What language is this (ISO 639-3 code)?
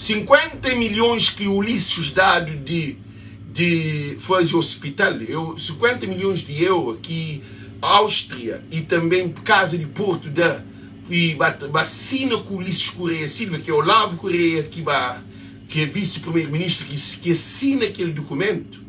kea